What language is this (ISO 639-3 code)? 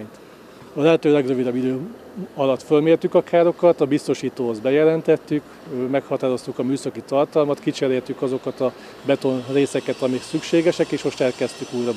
hun